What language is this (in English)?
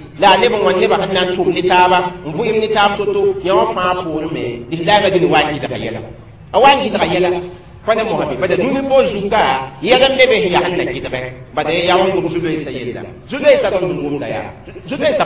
Mossi